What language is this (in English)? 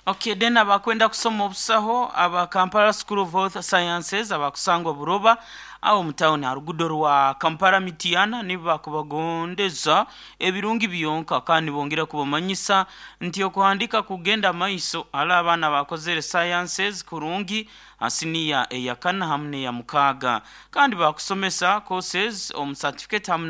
Nyoro